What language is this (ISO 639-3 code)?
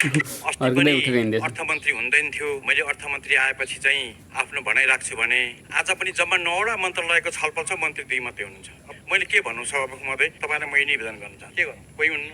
nep